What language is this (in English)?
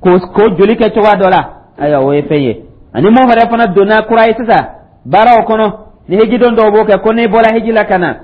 Dyula